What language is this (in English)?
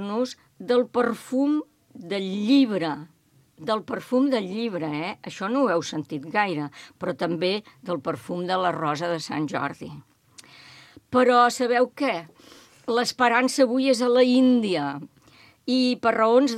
Catalan